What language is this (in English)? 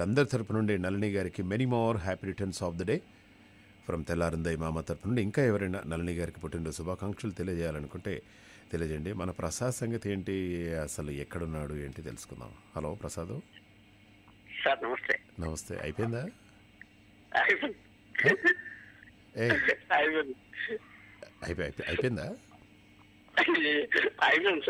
Telugu